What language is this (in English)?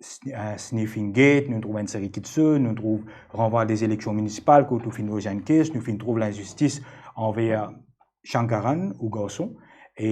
Morisyen